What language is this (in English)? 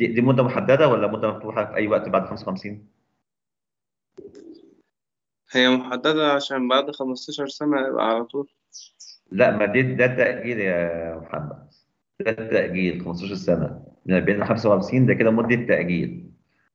Egyptian Arabic